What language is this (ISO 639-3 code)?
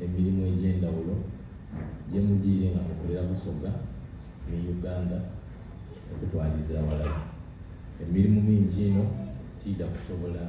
xog